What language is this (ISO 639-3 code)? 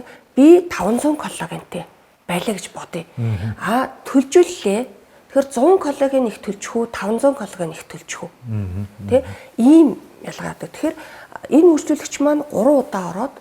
mon